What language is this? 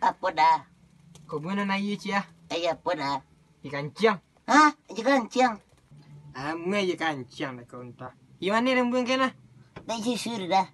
Minangkabau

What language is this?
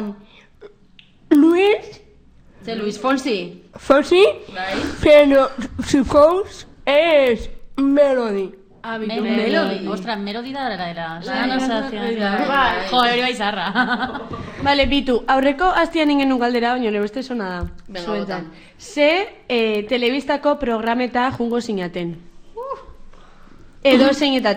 Basque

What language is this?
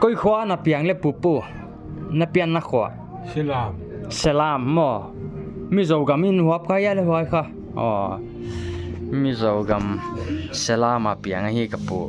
Paite Chin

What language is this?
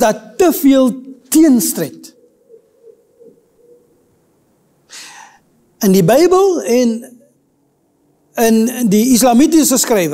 Afrikaans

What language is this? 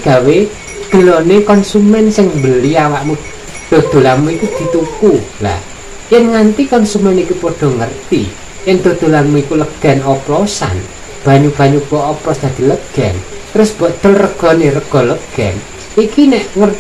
Javanese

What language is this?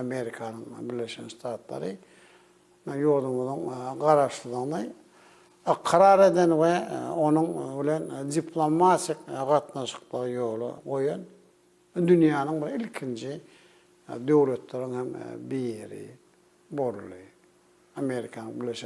Turkmen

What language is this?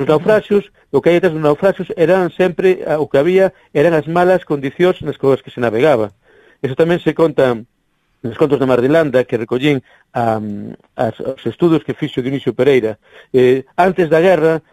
Galician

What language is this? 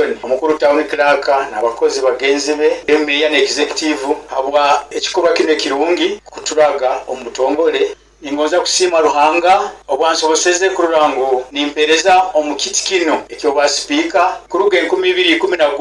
Nyoro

